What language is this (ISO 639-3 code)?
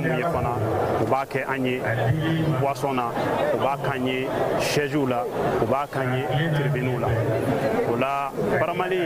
bam